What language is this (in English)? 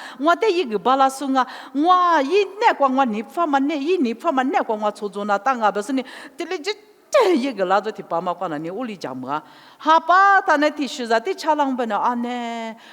Lisu